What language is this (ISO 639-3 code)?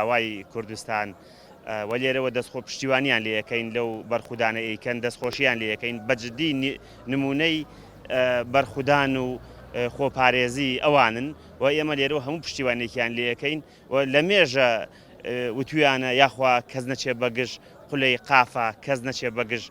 ckb